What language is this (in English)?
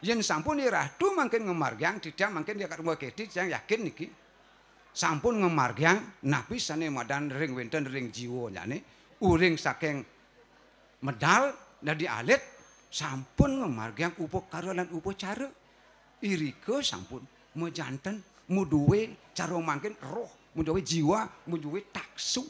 Balinese